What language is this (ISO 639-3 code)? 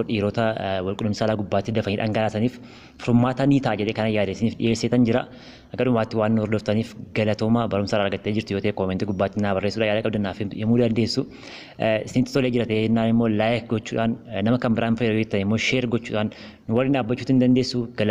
orm